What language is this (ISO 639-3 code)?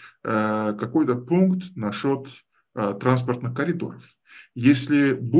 rus